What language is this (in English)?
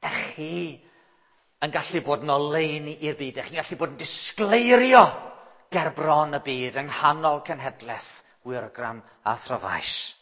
Welsh